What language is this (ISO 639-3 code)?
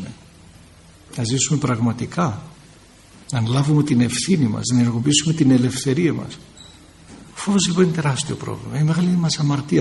ell